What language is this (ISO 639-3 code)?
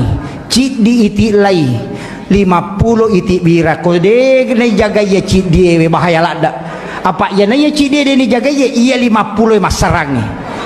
bug